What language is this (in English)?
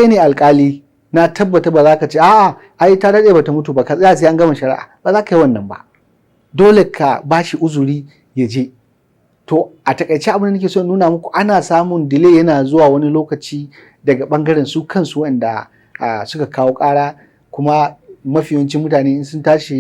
Hausa